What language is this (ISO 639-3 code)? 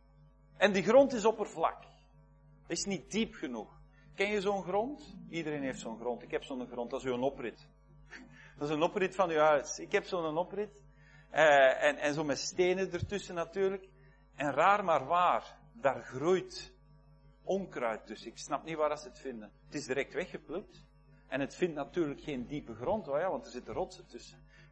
nld